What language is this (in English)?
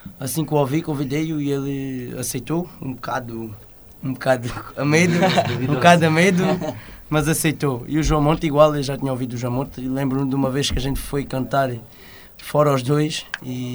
Portuguese